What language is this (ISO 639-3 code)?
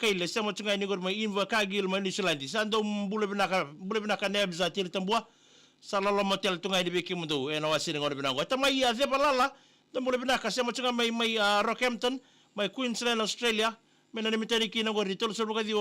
fij